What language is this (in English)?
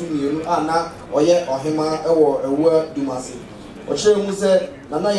Akan